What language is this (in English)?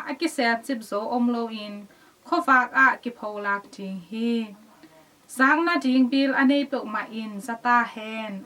Tedim Chin